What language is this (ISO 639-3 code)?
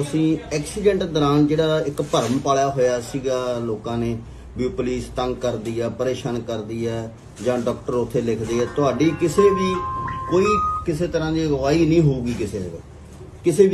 pan